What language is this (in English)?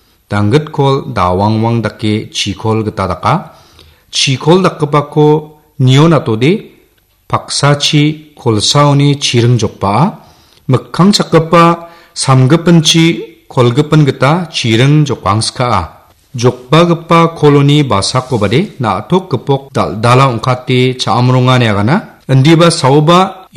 Garo